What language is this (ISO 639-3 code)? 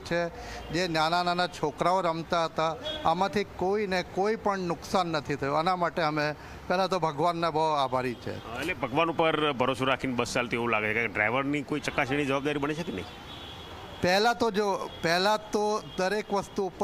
guj